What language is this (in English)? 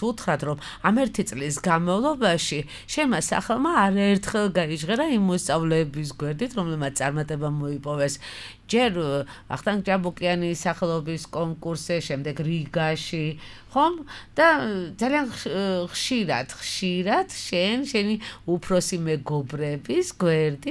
Georgian